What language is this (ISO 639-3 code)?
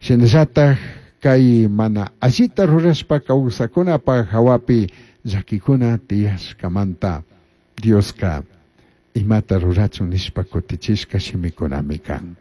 qug